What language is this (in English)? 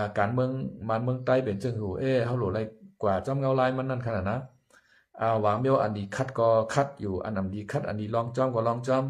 Shan